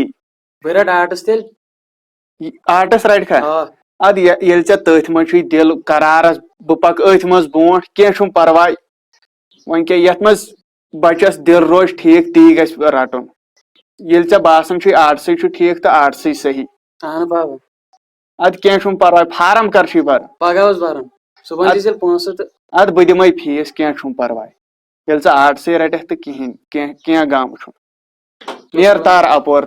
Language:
Kashmiri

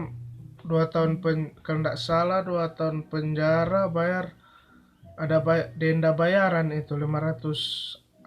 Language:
Manado Malay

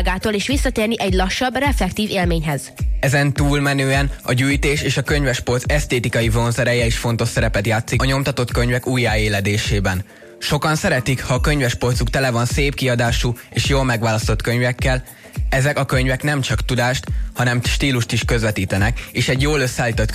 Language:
Hungarian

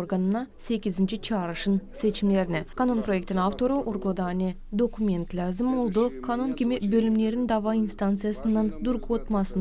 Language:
Gagauz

